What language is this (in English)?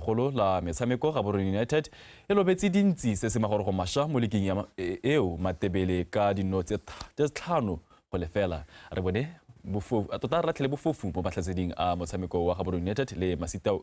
Tswana